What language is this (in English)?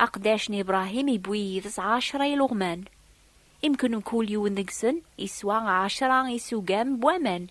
Kabyle